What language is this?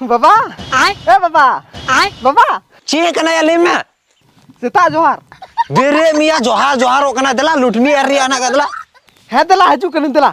Santali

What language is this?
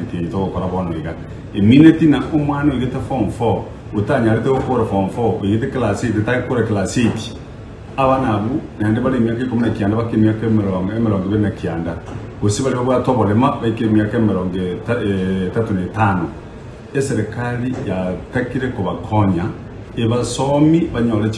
Gusii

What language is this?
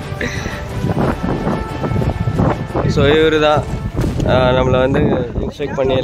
Tamil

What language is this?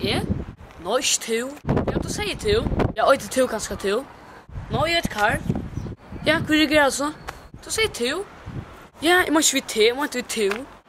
Faroese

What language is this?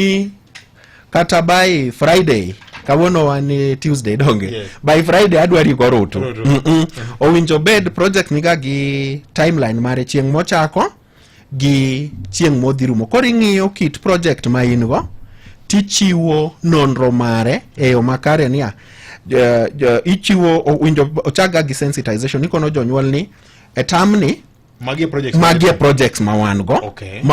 Luo (Kenya and Tanzania)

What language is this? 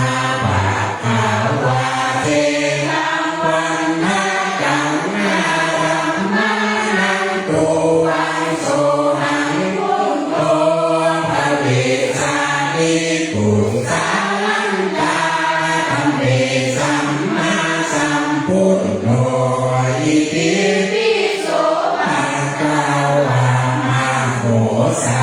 Pali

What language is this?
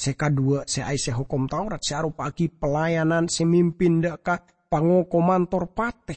Madurese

